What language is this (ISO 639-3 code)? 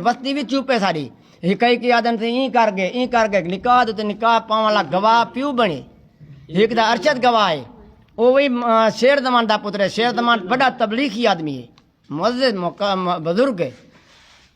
skr